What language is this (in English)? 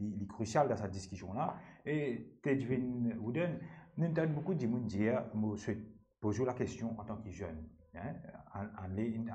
Morisyen